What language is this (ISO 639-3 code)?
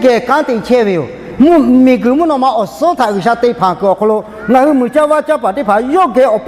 lhu